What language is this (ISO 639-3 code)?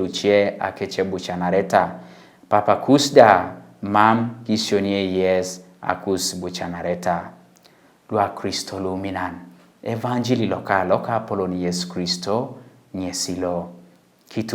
teo